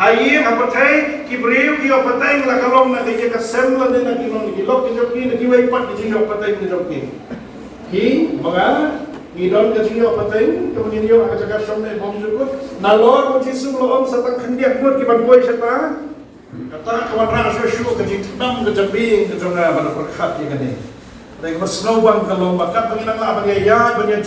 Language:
Khasi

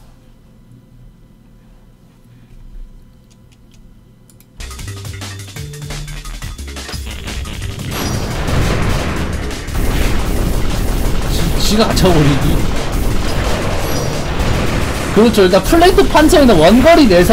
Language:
Korean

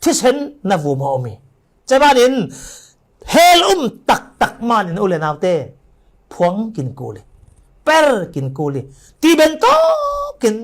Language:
Falam Chin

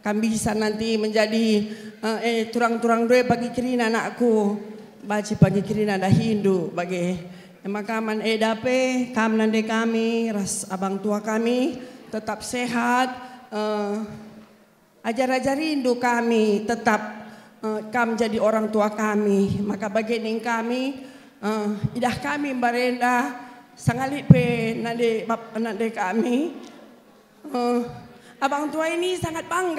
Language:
Batak Karo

